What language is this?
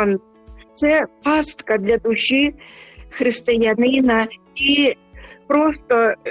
Ukrainian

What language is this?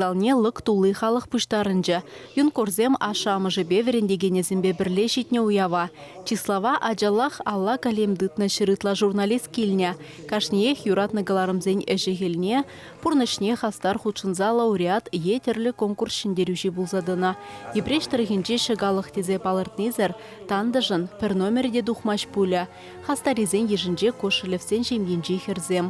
Chuvash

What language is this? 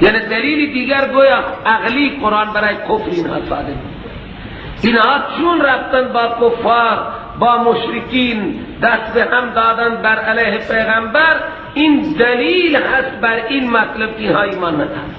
Persian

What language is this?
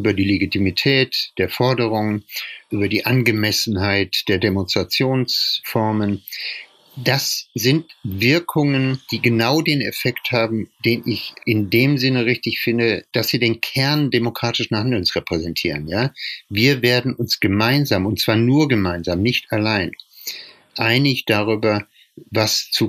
German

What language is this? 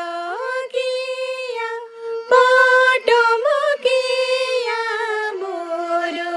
Santali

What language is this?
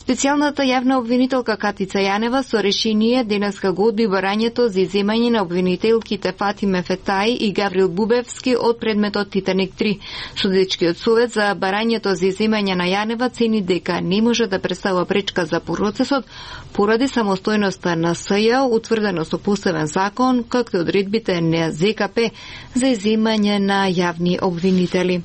Macedonian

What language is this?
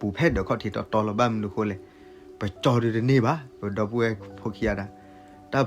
S'gaw Karen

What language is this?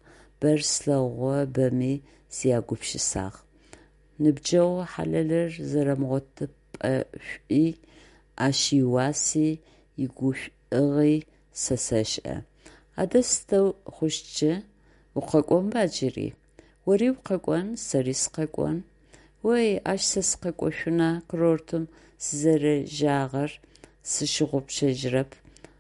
Adyghe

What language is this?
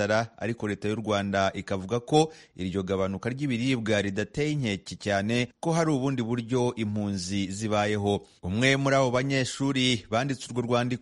Kinyarwanda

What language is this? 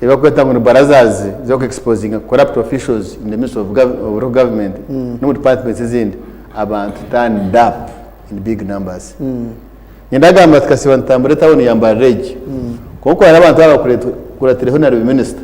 Nyankole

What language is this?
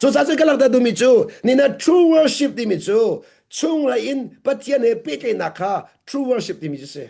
Hakha Chin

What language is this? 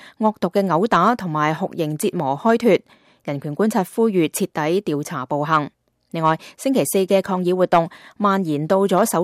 Cantonese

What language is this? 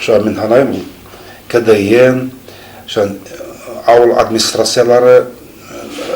Bashkir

